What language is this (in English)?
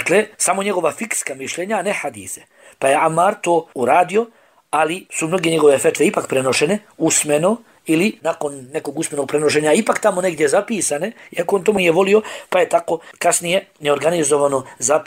Bosnian